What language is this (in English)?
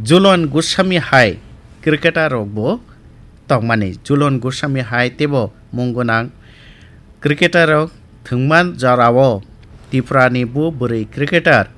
Kok Borok